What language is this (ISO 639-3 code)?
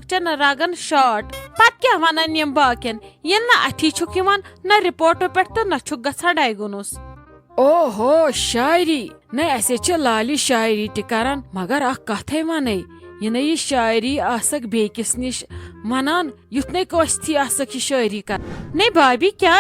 kas